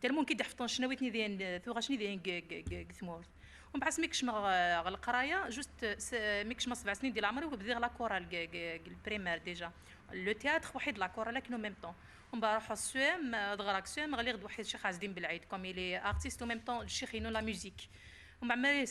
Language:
Kabyle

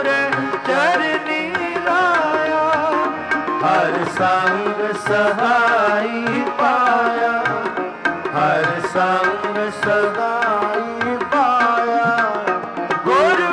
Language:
Punjabi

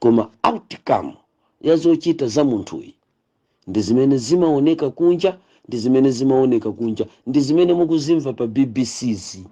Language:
Nyanja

